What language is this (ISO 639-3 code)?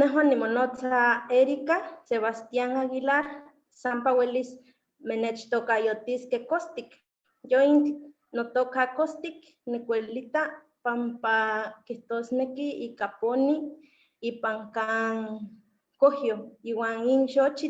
nhe